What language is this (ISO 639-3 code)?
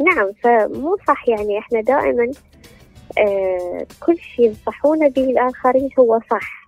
acm